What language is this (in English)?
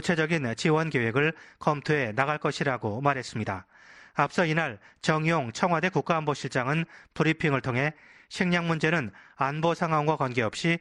Korean